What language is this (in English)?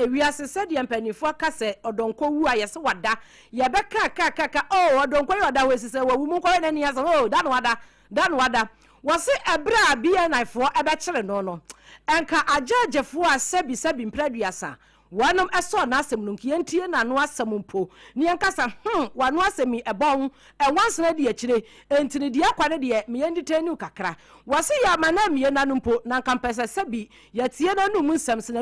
Akan